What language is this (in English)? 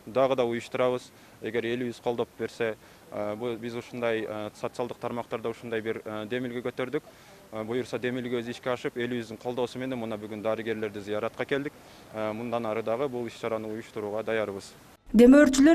Kyrgyz